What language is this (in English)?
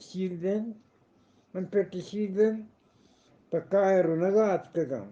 Eastern Balochi